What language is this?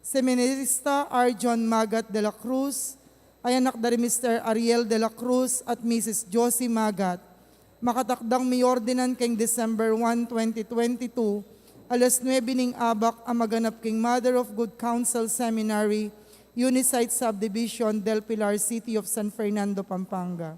Pampanga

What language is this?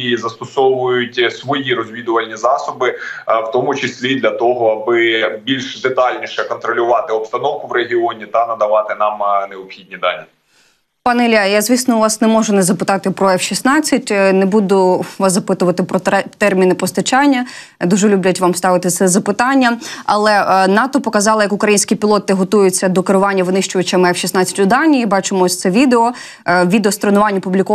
Ukrainian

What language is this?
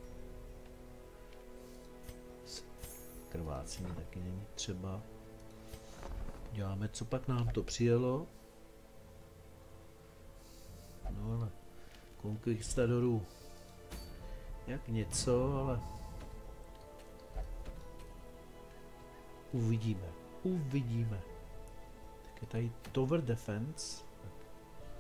Czech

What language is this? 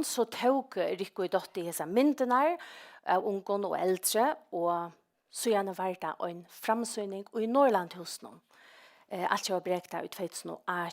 Faroese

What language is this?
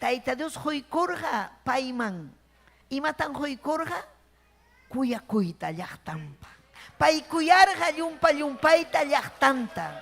Ayacucho Quechua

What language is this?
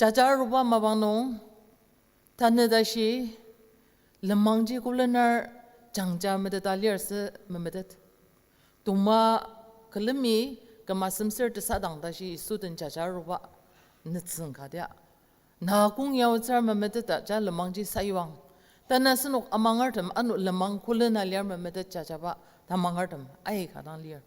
Ao Naga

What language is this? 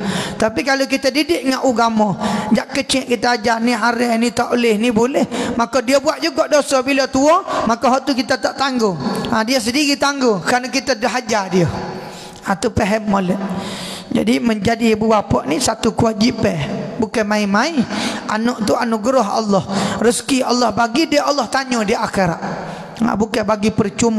Malay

